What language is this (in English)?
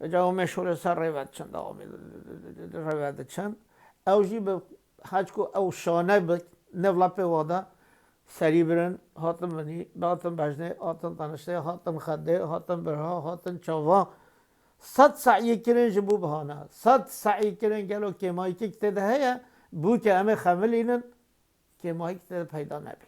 Kurdish